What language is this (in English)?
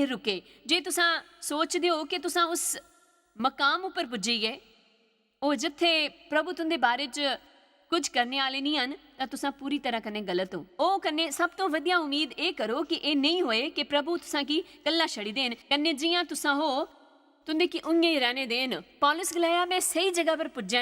Dogri